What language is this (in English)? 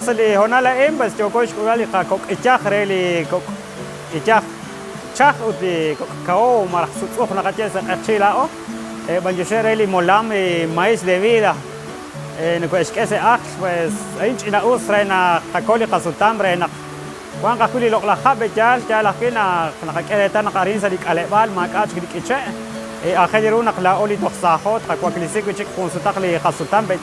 Kekchí